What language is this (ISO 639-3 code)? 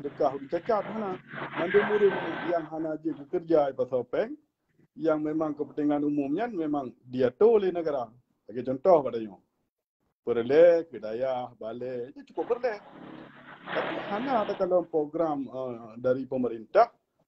ace